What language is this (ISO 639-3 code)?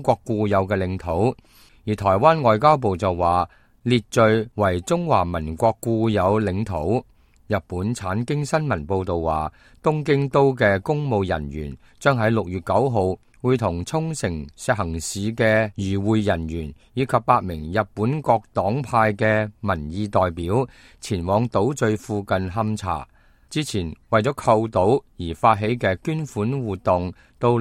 yue